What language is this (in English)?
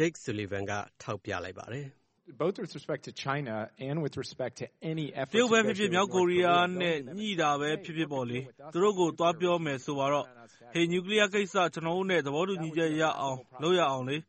Burmese